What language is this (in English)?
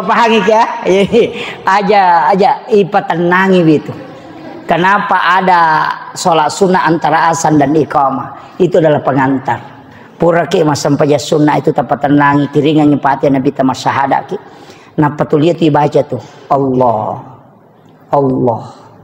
Buginese